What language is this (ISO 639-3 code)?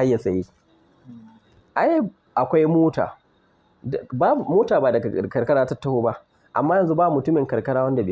hau